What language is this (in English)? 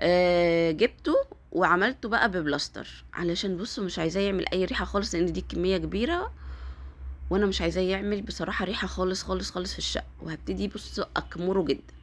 Egyptian Arabic